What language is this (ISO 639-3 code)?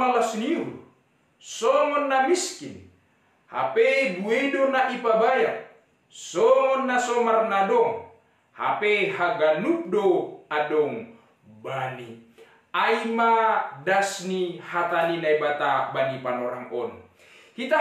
bts